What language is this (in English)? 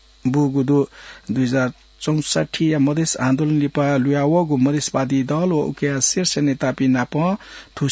Newari